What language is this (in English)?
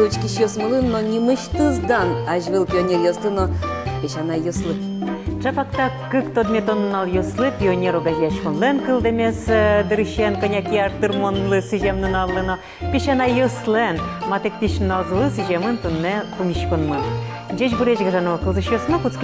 Udmurt